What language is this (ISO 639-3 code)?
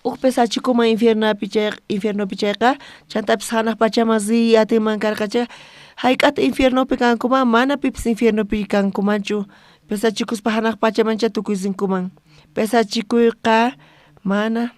quh